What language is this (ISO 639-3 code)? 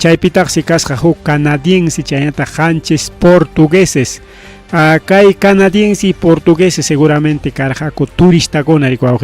quy